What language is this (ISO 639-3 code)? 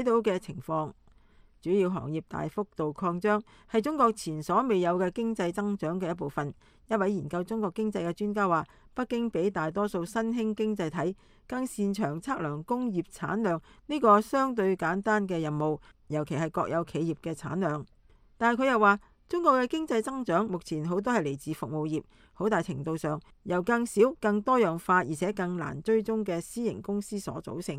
yue